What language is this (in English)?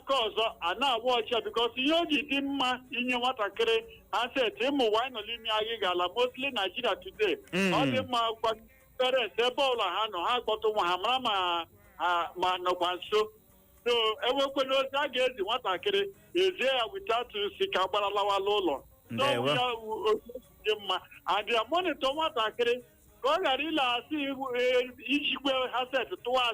Igbo